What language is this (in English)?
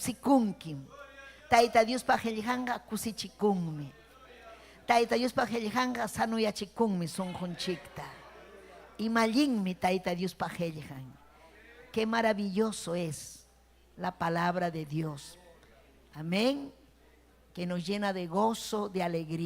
Ayacucho Quechua